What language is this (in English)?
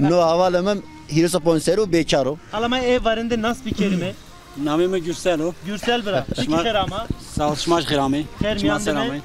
Zaza